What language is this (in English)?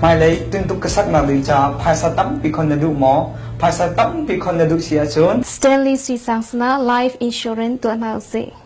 Hakha Chin